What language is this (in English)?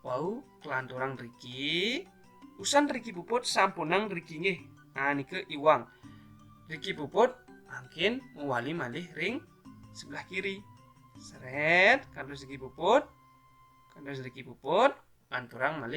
Balinese